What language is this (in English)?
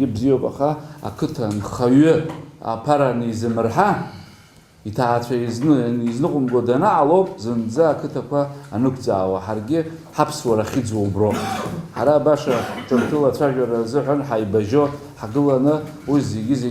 Abkhazian